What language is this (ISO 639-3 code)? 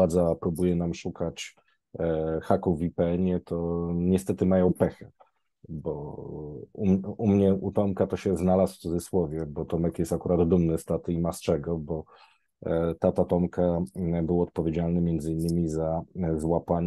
pol